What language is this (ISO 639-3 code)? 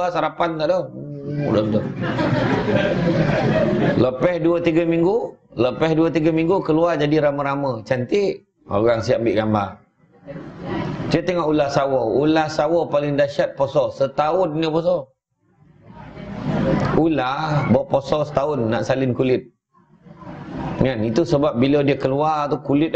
msa